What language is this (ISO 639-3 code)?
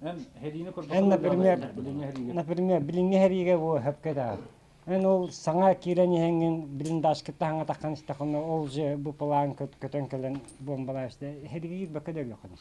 sah